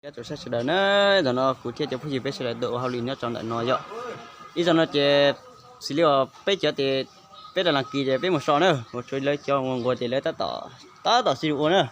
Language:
Hmong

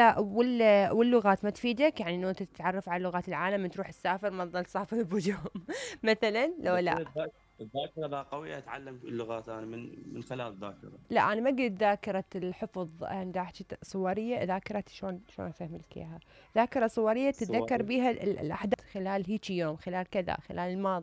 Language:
Mesopotamian Arabic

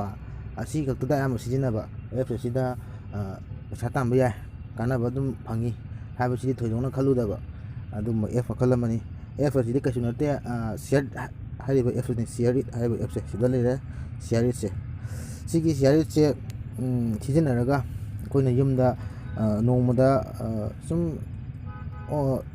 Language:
Manipuri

